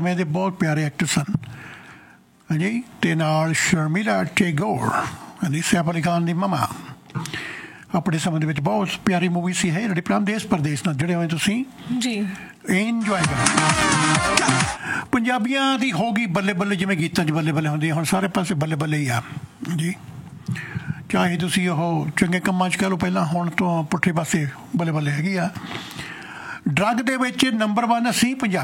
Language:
Punjabi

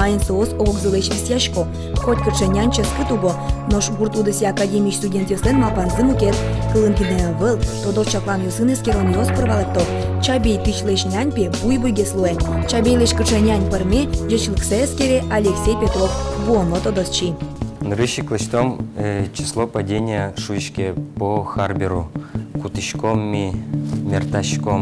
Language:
Udmurt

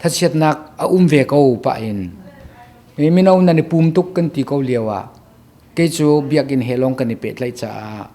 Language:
Hakha Chin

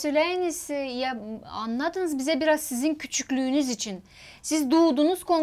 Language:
Gagauz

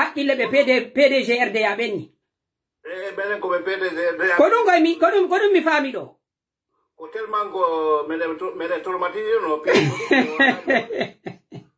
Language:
Pular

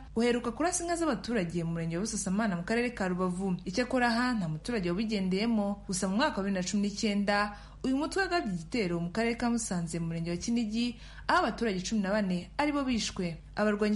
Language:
Kinyarwanda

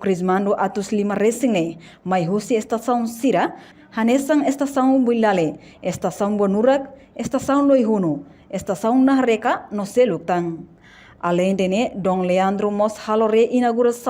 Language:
Tetum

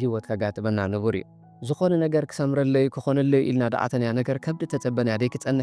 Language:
Tigrinya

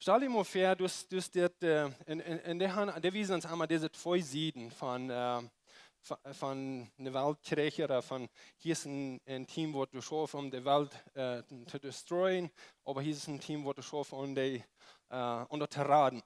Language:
Plautdietsch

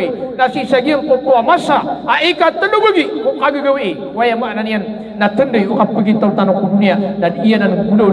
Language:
Maranao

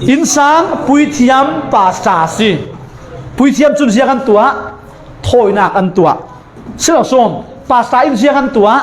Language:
Falam Chin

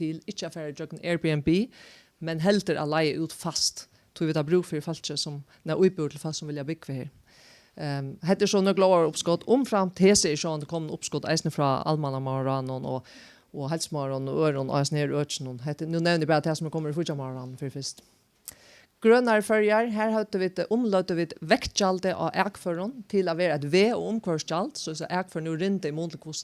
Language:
Faroese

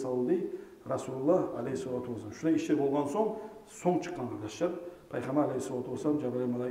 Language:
Kumyk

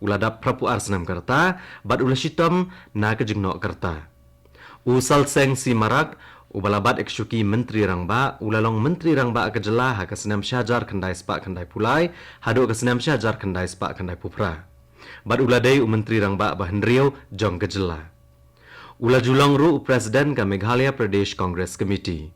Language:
Khasi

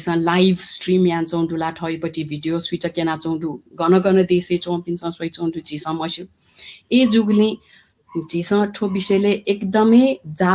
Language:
Newari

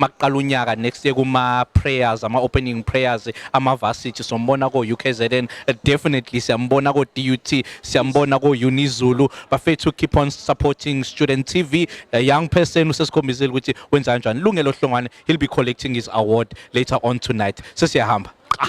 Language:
Zulu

